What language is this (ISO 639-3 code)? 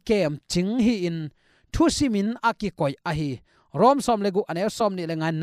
ctd